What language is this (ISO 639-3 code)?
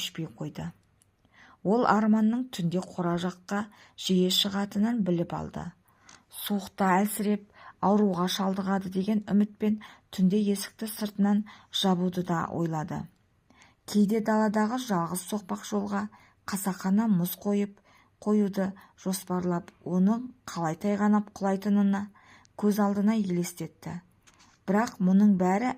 kaz